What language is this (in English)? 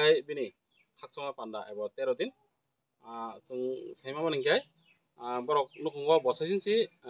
Kok Borok